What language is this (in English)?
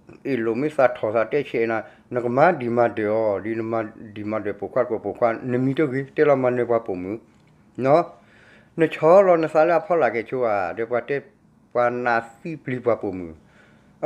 S'gaw Karen